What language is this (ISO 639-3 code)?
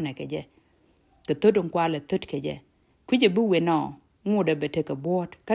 nus